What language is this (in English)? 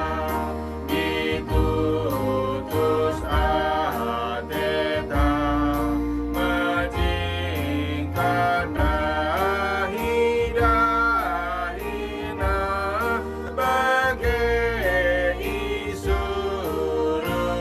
Batak Karo